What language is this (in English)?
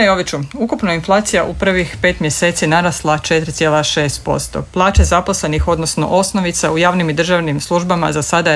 Croatian